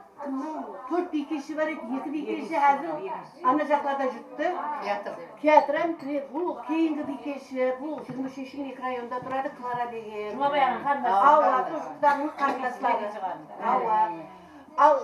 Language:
Kara-Kalpak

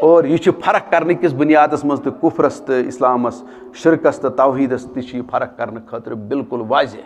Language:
Kashmiri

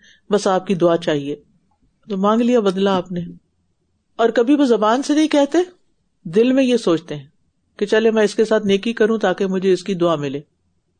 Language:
Urdu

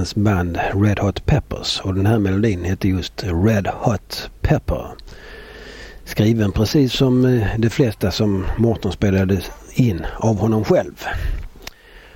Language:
Swedish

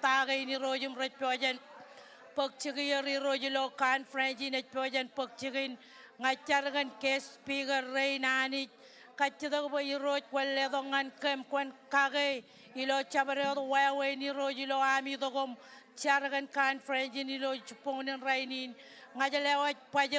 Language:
Marshallese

